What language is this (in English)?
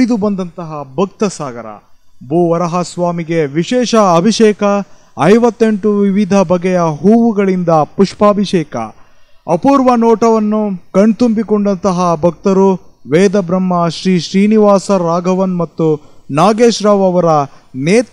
Kannada